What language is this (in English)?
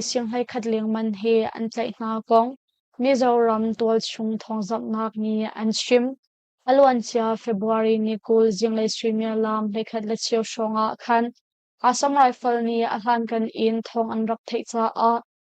Hakha Chin